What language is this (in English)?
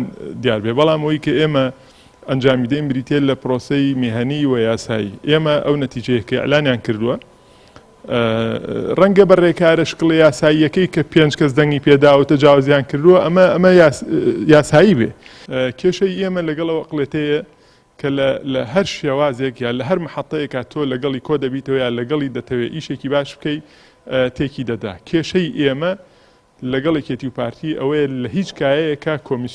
Central Kurdish